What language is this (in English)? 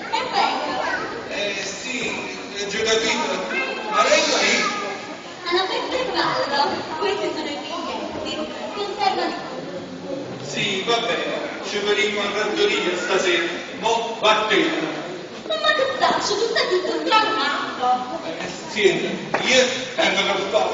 Neapolitan